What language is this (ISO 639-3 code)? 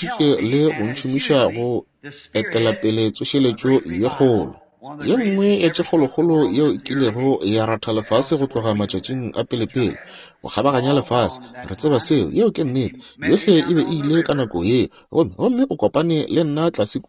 nso